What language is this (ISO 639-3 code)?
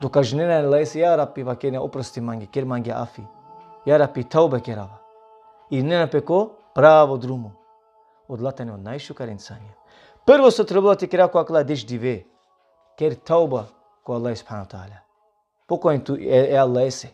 rmn